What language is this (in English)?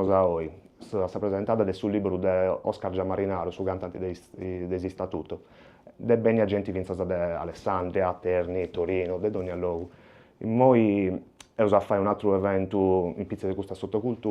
Sardinian